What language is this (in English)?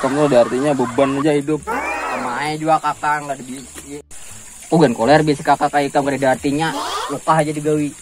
Banjar